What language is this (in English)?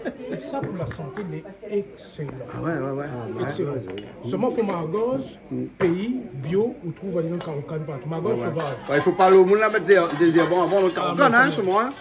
Réunion Creole French